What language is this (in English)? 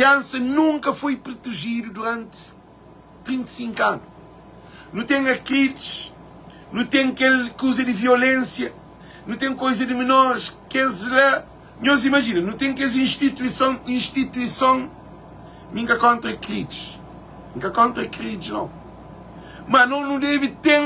Kabuverdianu